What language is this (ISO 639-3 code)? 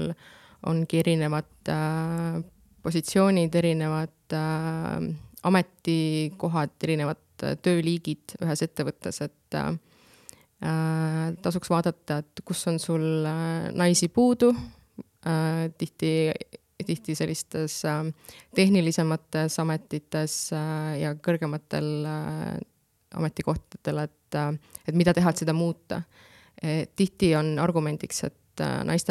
est